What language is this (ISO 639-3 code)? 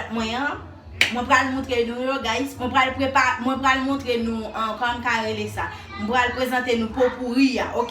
hat